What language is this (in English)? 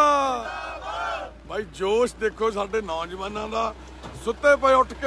Punjabi